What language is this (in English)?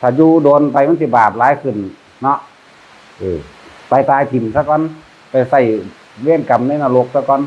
Northeastern Thai